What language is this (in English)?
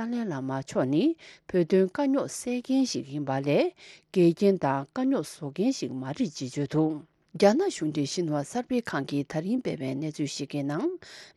Tibetan